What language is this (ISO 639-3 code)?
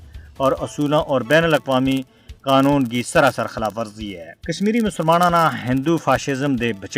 gju